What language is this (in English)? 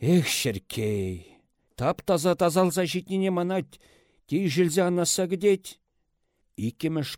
Chuvash